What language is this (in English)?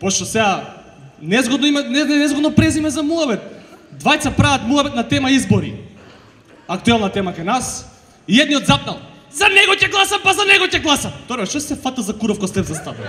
Macedonian